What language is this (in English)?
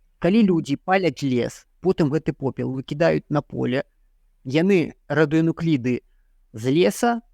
Belarusian